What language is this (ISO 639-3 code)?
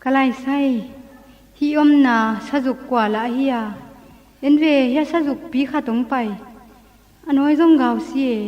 ctd